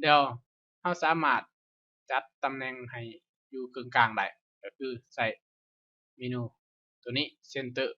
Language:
Lao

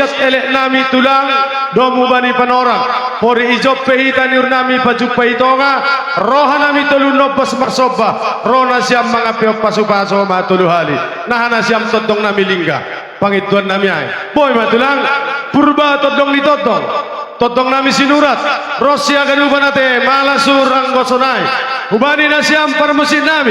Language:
Batak Simalungun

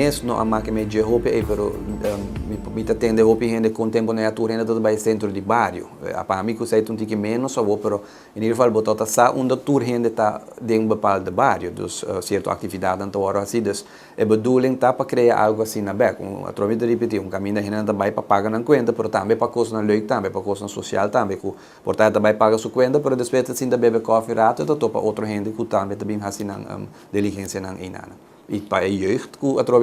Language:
Papiamento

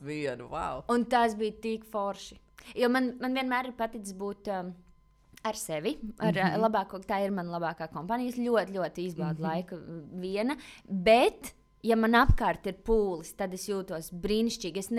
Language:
Latvian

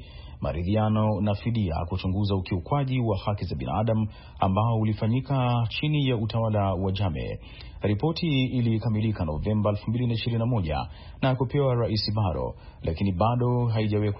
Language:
Swahili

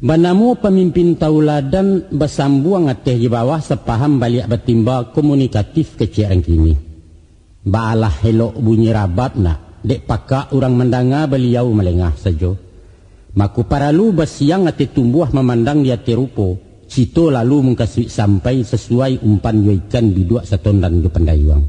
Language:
Minangkabau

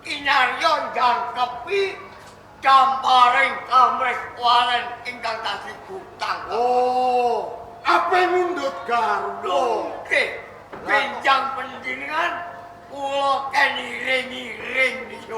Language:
Javanese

